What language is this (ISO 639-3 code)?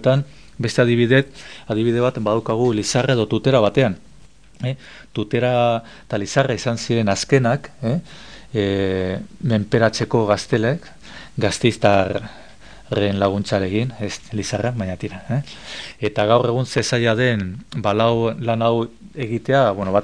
eus